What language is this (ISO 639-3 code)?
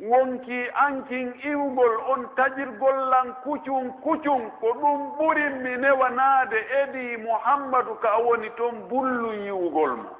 fuf